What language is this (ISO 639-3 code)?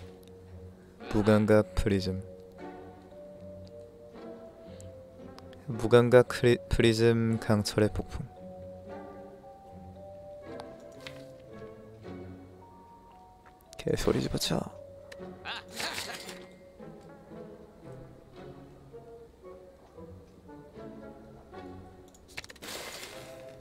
kor